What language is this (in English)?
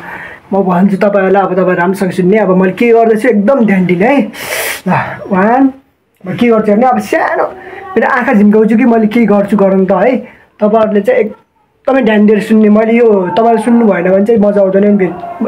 Nepali